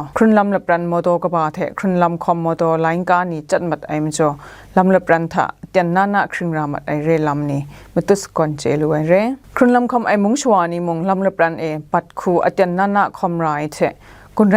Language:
Kachin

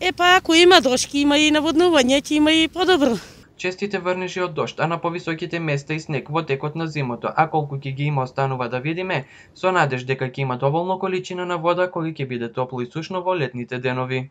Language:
Macedonian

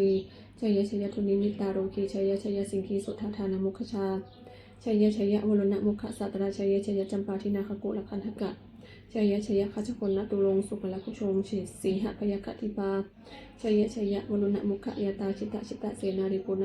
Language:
Pali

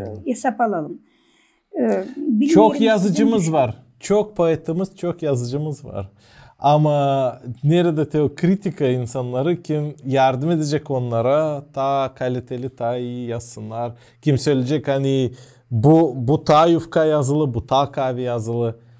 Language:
Gagauz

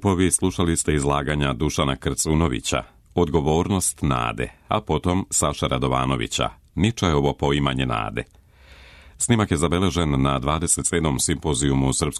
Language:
Serbian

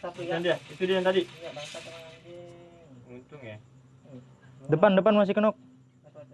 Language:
Betawi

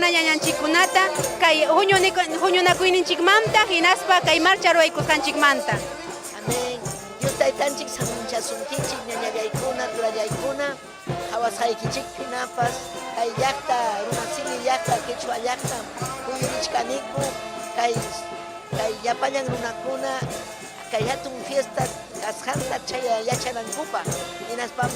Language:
Ayacucho Quechua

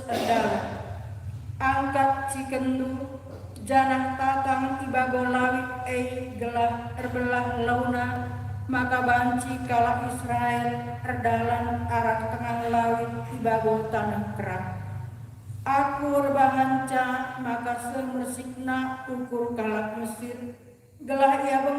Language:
Batak Karo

